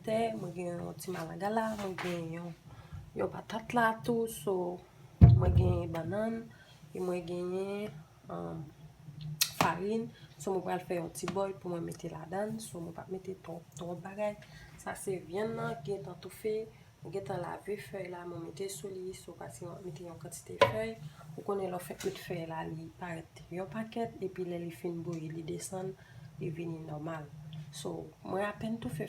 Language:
Haitian Creole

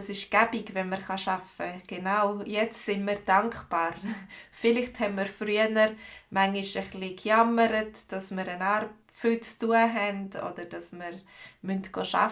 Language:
Swiss German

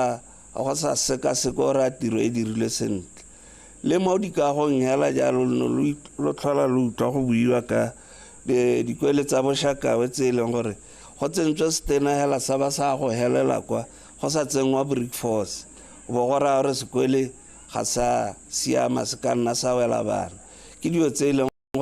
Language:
Tswana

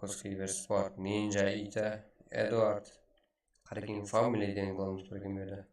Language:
Kara-Kalpak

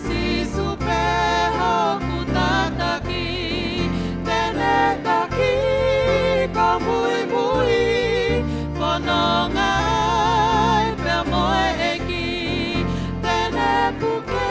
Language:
Tongan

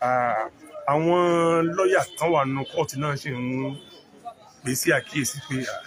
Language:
Yoruba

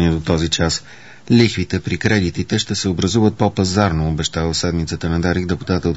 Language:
Bulgarian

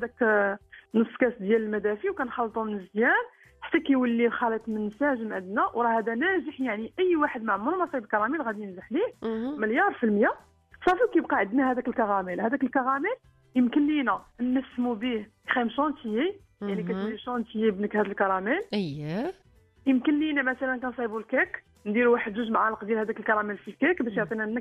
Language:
Moroccan Arabic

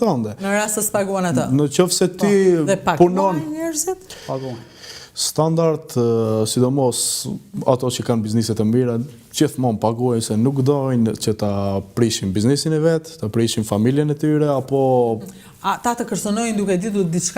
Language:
Albanian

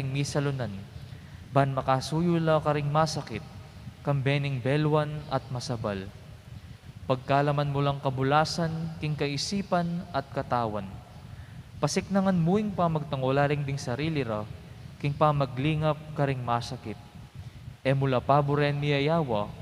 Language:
Pampanga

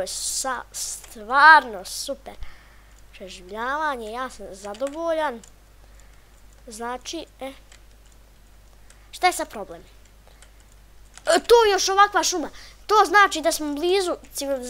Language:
Bosnian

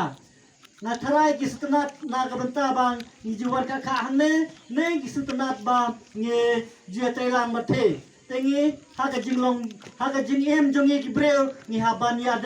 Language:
Khasi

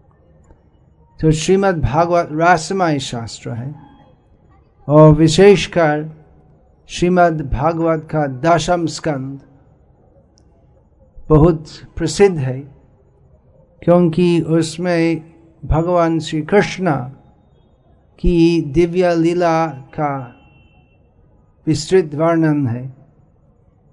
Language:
Hindi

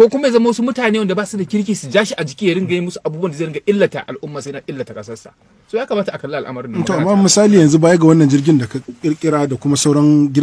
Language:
Hausa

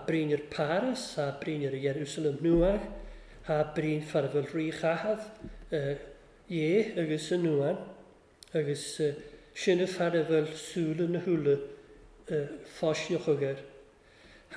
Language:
Welsh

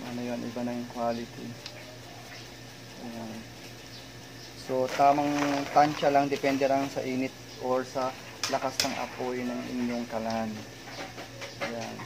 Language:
Filipino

